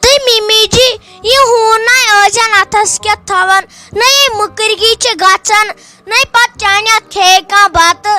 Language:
Kashmiri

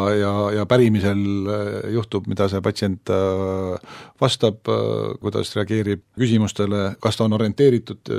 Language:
Estonian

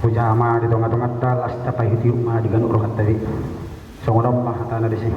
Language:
Batak Toba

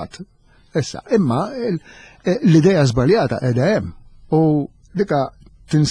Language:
Maltese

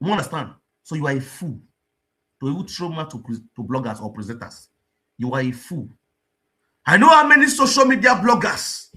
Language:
Nigerian Pidgin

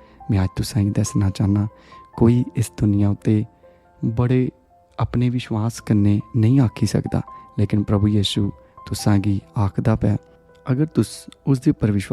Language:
Dogri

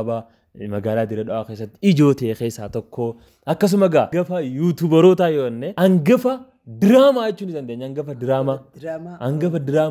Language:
Oromo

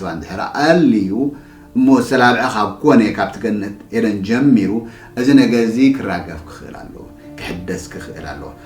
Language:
Tigrinya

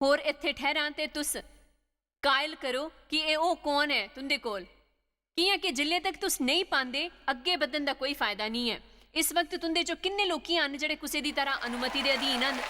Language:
Dogri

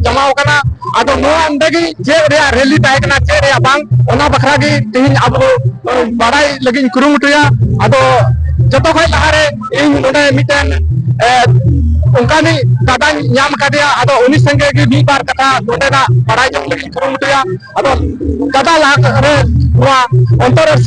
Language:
Santali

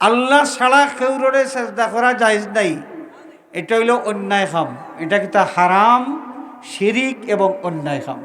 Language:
Sylheti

